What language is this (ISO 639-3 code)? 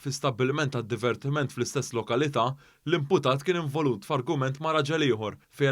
mlt